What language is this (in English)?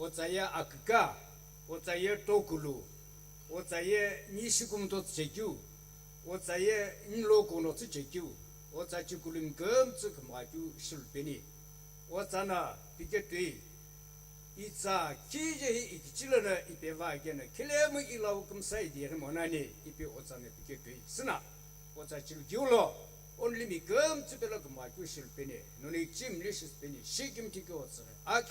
Sumi Naga